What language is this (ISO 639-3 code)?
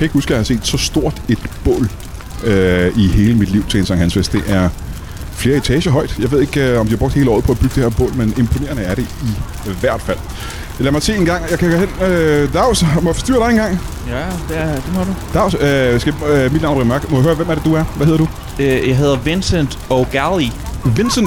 dan